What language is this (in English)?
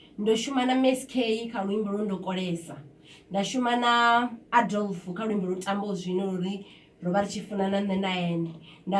Venda